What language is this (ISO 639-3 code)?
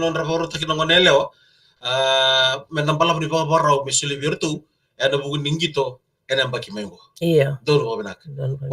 fij